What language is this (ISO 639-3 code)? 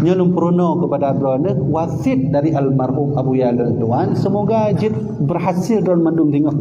ace